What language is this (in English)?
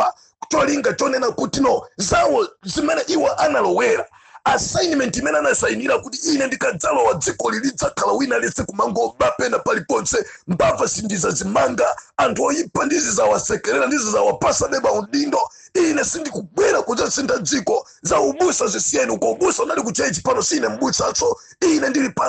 Nyanja